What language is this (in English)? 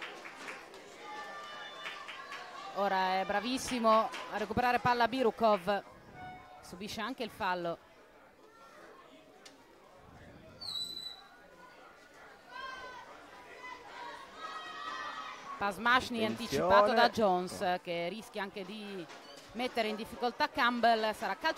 Italian